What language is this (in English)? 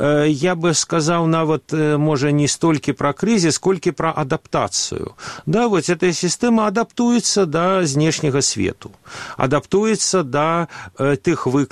Belarusian